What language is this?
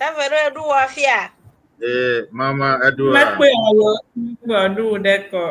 Ewe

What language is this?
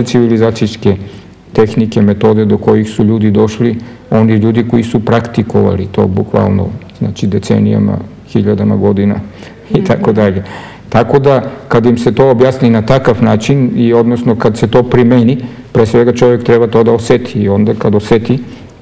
Serbian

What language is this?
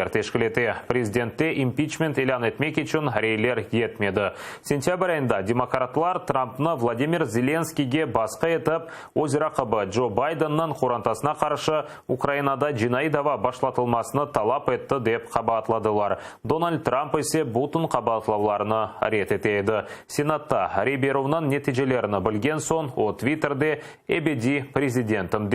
Crimean Tatar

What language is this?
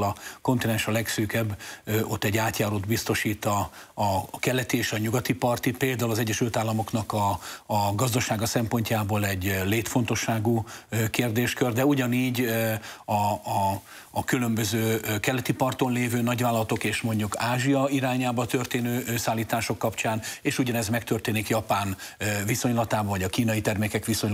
Hungarian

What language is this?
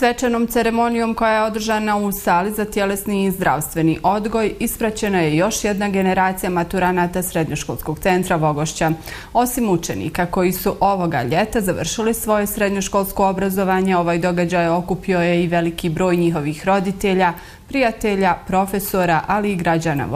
Bosnian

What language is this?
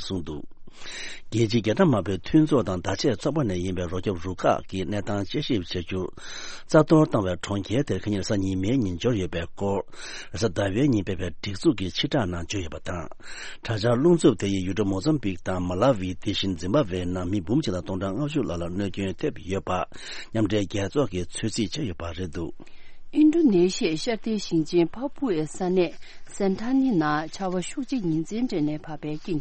Tibetan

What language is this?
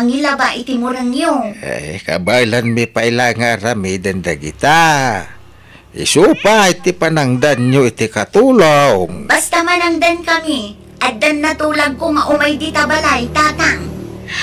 Iloko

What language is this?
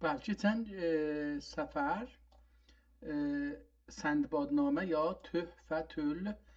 South Azerbaijani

